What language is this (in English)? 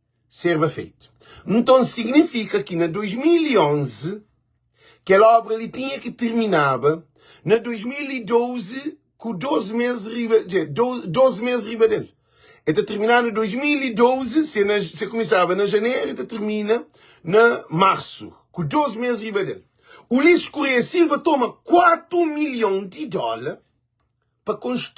Kabuverdianu